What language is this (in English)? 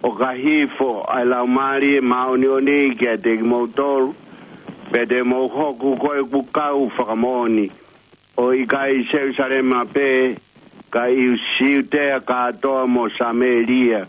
Tongan